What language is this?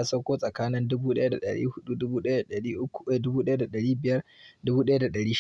Hausa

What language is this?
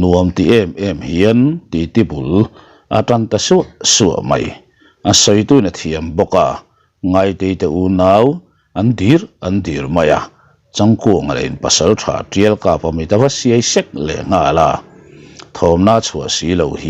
Mizo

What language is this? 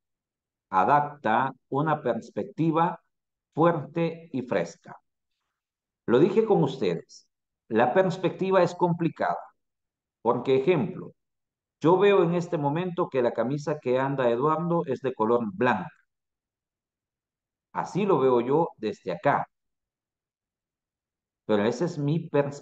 Spanish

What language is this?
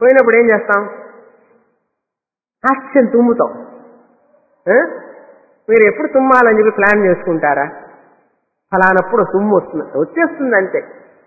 Telugu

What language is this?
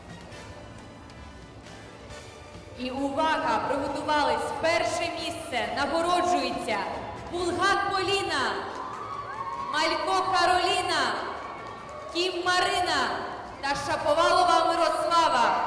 Ukrainian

